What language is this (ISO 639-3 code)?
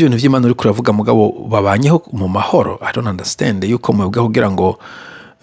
run